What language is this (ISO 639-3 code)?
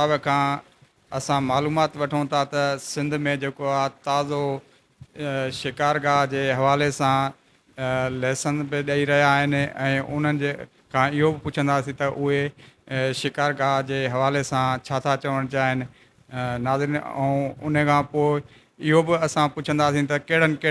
snd